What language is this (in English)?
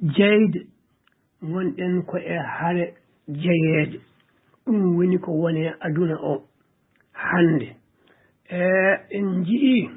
Fula